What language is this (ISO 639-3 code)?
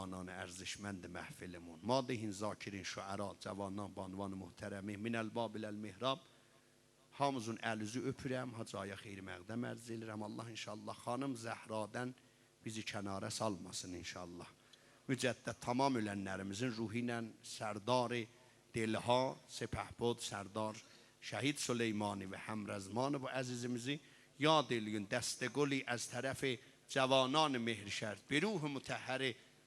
azb